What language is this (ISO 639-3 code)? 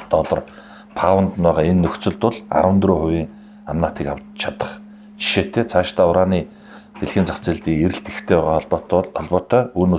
mon